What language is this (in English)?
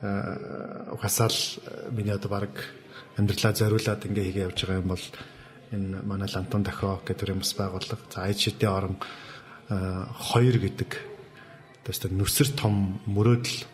Mongolian